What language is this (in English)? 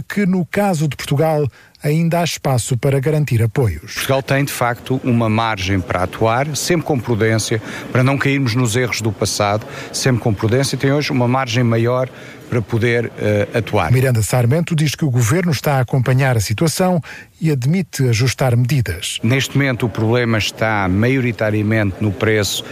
Portuguese